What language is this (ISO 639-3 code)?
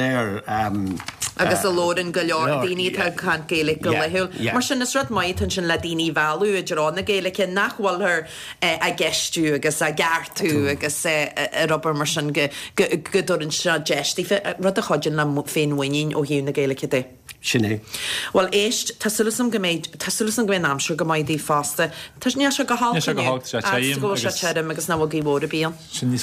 gle